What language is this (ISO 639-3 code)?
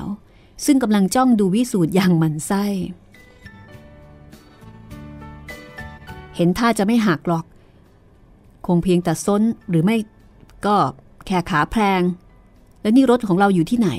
tha